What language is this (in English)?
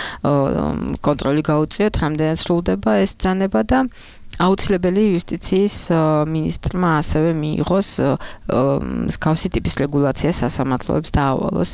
Georgian